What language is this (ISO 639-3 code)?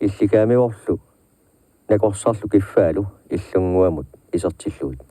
kal